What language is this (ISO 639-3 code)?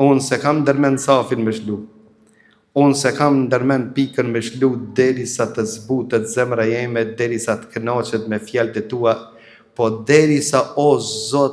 sqi